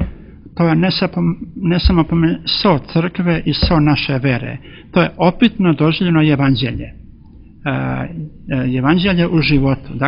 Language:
Serbian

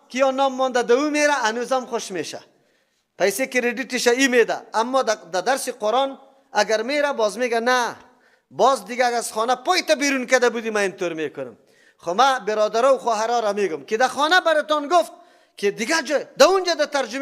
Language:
Persian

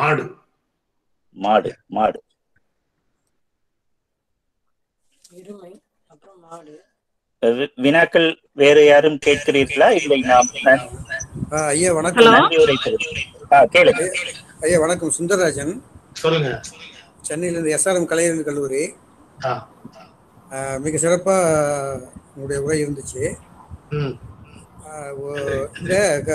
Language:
Tamil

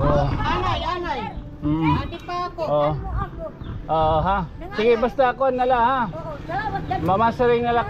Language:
Waray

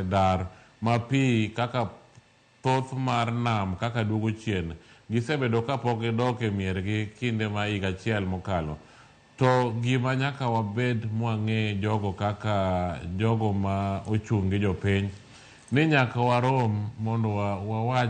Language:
Luo (Kenya and Tanzania)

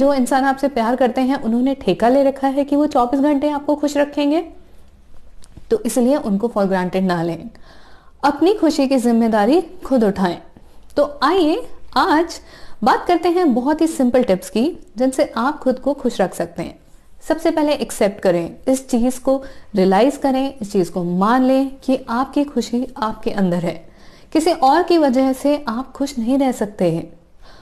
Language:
Hindi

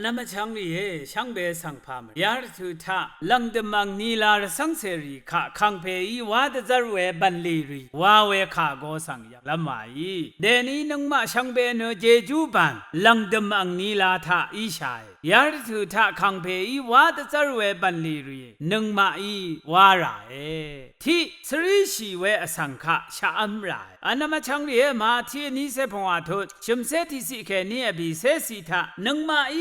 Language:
Rawang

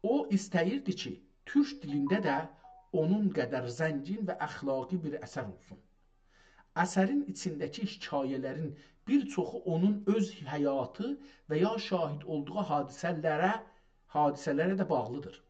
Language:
South Azerbaijani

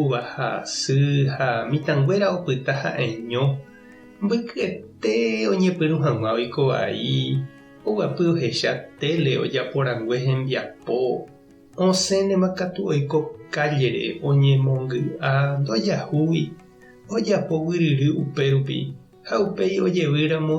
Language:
Guarani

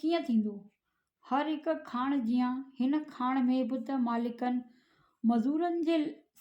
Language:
Sindhi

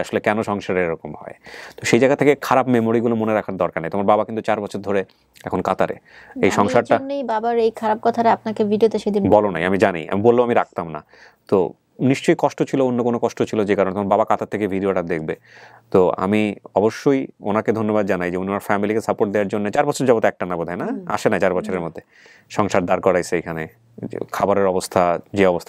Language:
Bangla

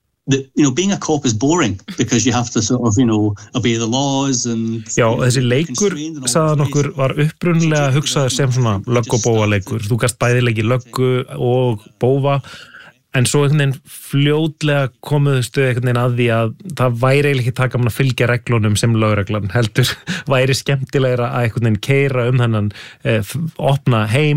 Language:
Icelandic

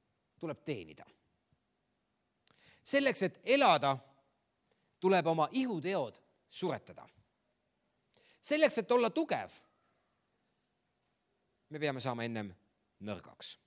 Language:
Estonian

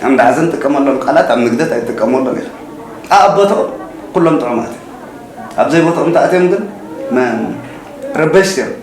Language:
Tigrinya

